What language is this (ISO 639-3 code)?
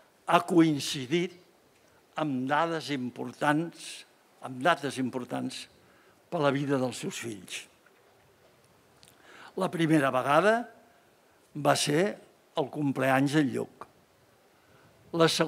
cat